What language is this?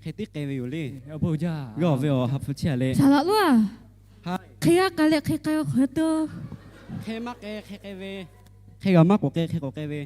Lahu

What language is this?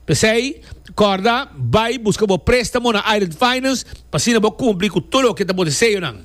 Papiamento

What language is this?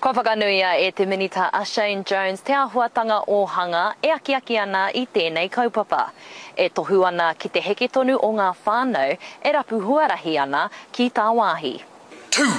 Māori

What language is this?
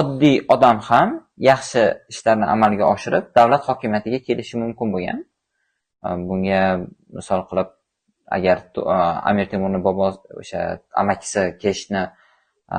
Uzbek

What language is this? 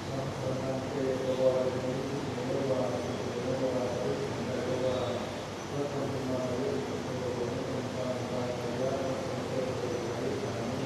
Pali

